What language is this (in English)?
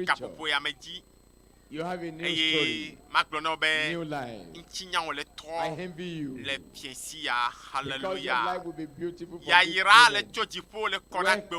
Ewe